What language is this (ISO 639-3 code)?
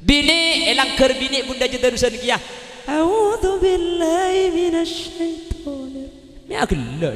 mad